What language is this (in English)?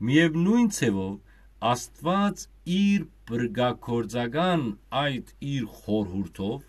Western Armenian